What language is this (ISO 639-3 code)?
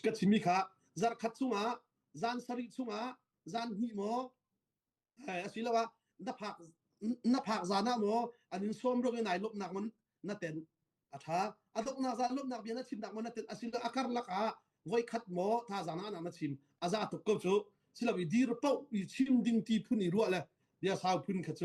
cnh